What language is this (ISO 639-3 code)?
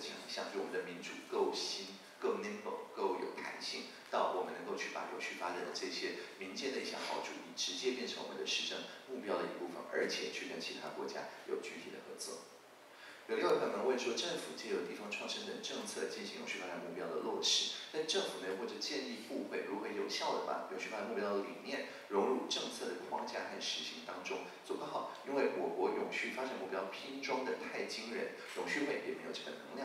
zho